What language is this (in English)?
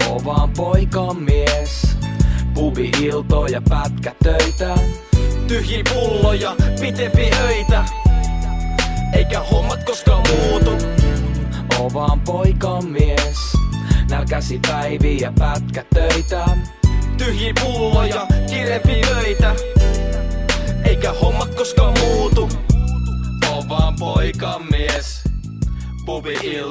Finnish